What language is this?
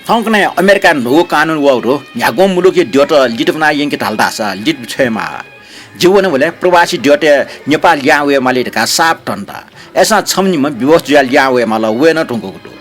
Newari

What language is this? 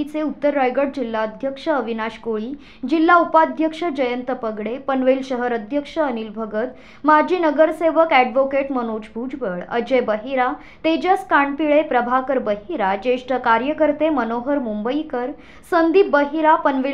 Marathi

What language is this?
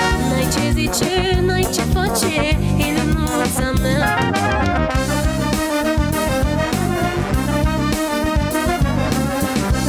Romanian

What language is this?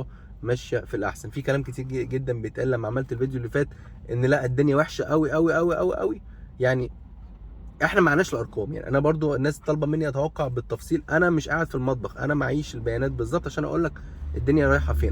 Egyptian Arabic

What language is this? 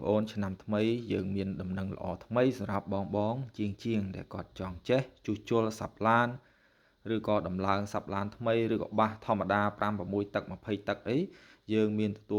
Khmer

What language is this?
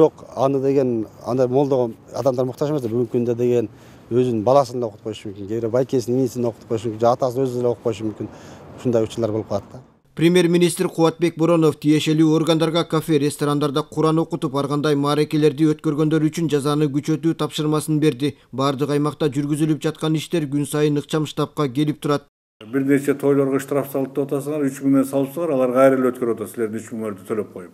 Kyrgyz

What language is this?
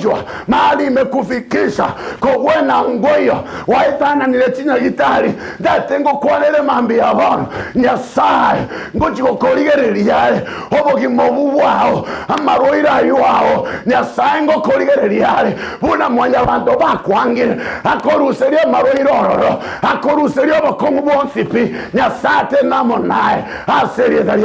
Gusii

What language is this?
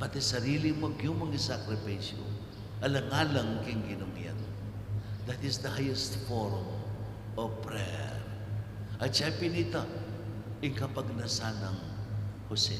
Pampanga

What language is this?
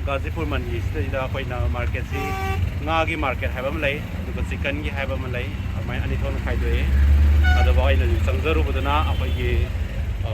Manipuri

